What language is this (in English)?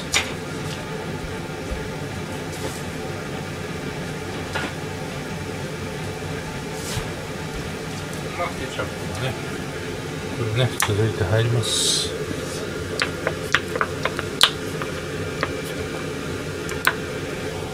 Japanese